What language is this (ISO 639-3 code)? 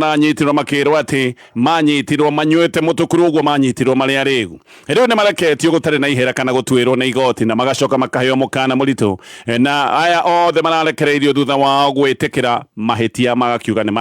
kik